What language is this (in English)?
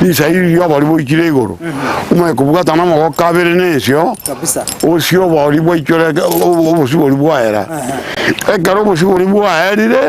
Gusii